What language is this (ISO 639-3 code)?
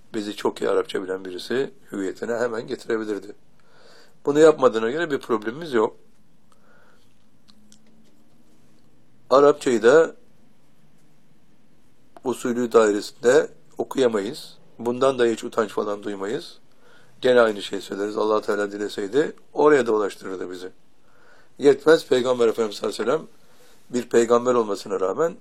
tur